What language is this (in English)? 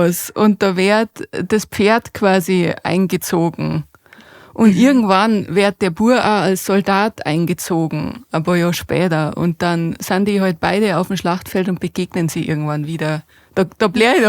Bavarian